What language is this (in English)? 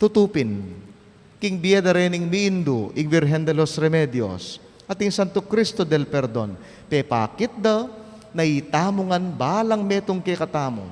Pampanga